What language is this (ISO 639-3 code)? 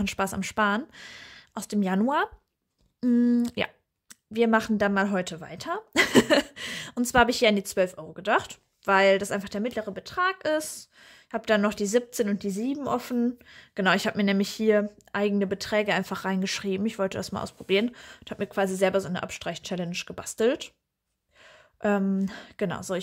deu